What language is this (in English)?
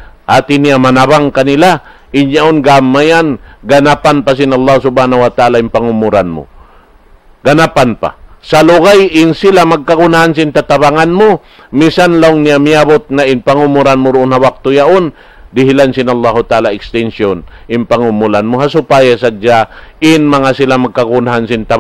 Tausug